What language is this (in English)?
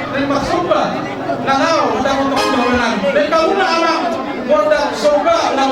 Batak Toba